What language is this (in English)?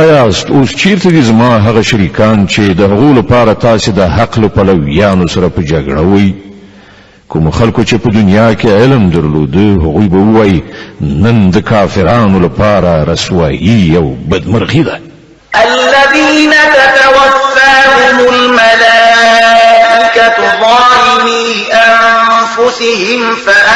Pashto